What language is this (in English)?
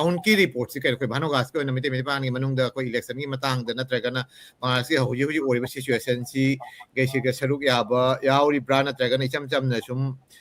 Manipuri